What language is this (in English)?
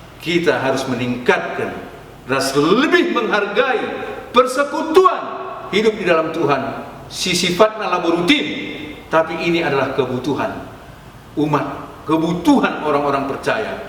Batak Karo